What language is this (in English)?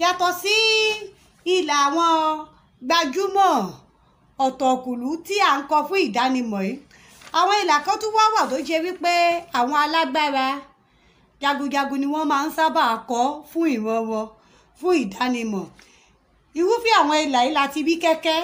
Yoruba